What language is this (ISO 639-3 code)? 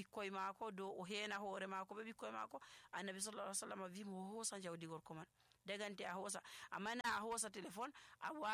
fuv